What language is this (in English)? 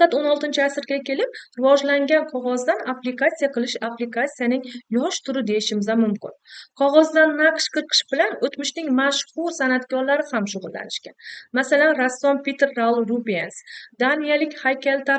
Uzbek